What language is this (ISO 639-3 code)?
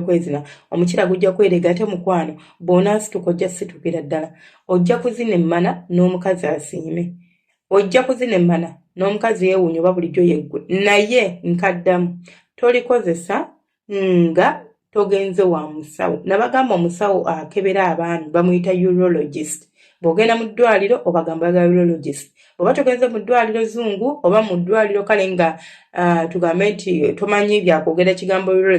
lug